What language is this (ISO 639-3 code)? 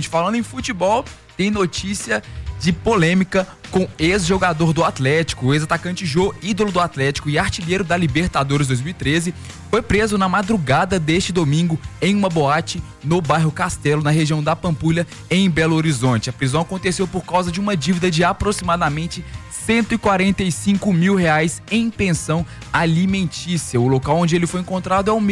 por